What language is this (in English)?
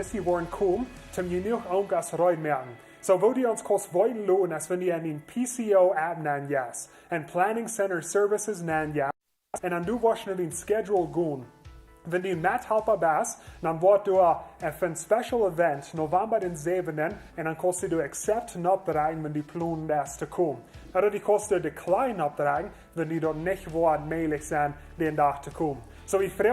Plautdietsch